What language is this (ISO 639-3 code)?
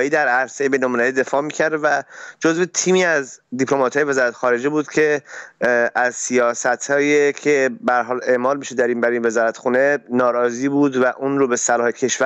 fas